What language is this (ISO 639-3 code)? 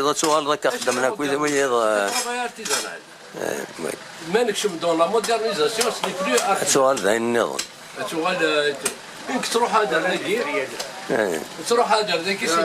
kab